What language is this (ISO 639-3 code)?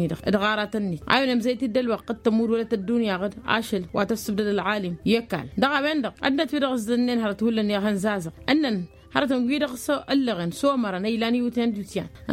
taq